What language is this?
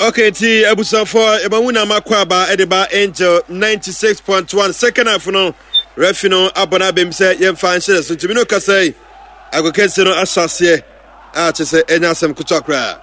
Akan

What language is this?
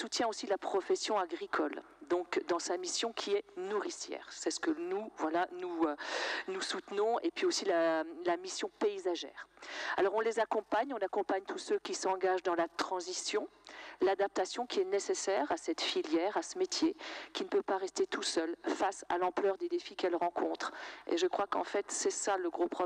French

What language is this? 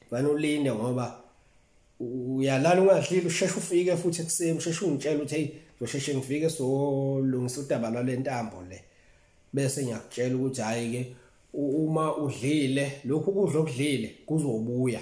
Zulu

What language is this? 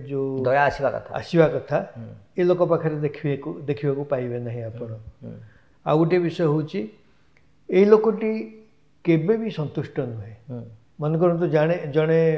Odia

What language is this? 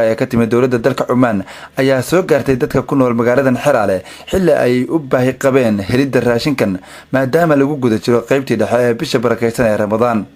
Somali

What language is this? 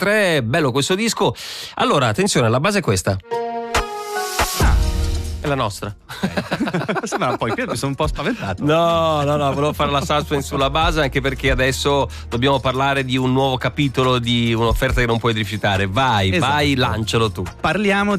Italian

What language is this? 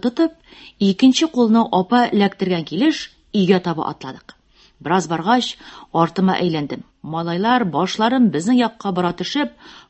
Tatar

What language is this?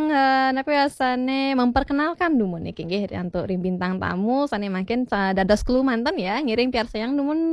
Balinese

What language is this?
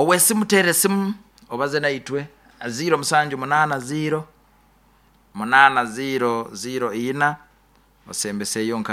Nyoro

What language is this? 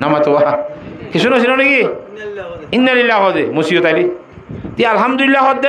Rohingya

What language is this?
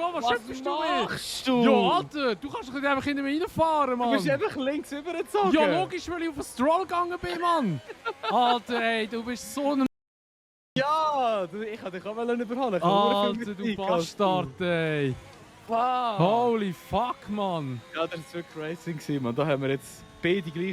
Swiss German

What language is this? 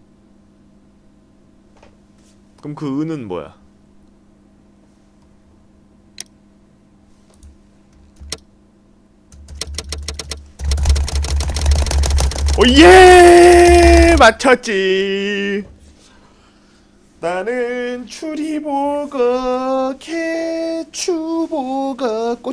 Korean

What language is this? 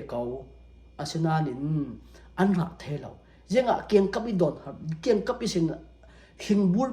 Falam Chin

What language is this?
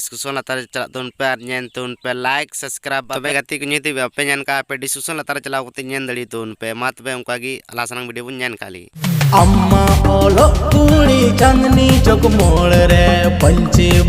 Santali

